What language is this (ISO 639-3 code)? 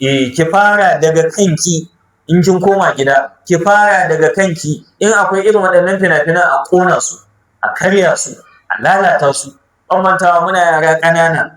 hau